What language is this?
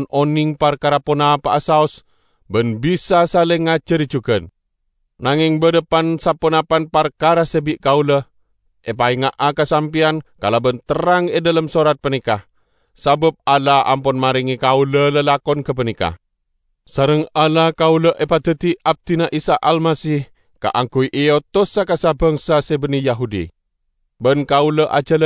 Madurese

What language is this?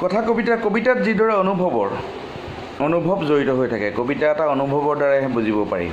Assamese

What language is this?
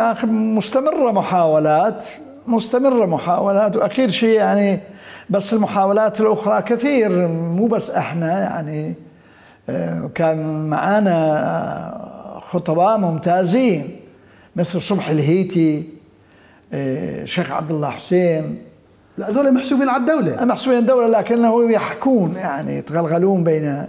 Mesopotamian Arabic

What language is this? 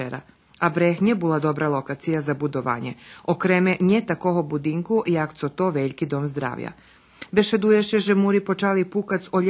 Rusyn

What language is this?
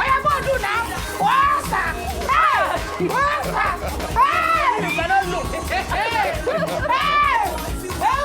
Nigerian Pidgin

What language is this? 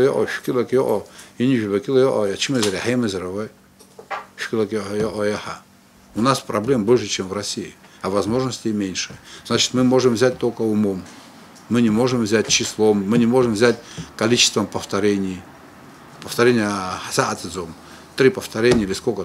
Abkhazian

